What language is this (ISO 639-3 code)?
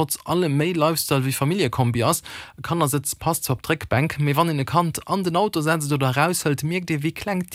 ltz